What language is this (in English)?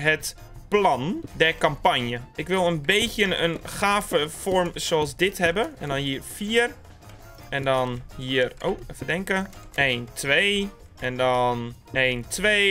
Dutch